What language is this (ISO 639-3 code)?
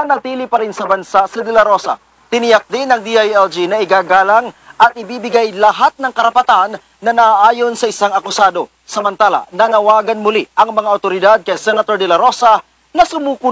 fil